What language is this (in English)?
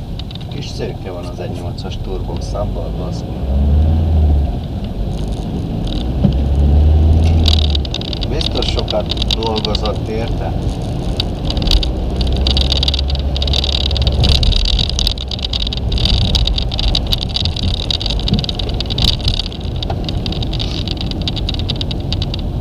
Hungarian